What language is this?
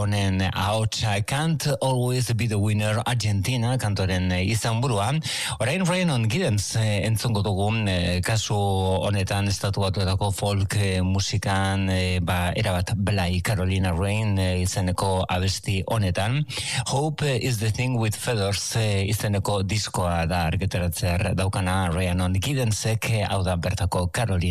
Basque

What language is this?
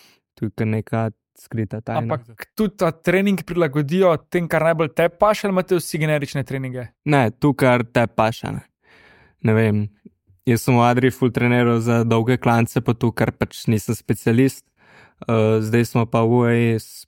Slovenian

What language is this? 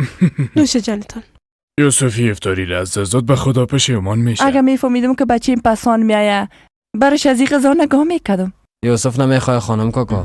Persian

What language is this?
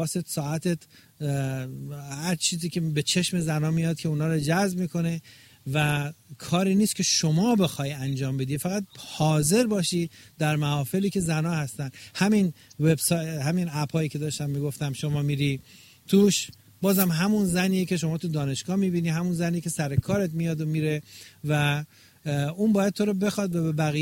Persian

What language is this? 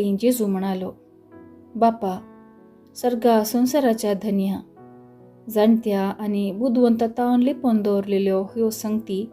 Konkani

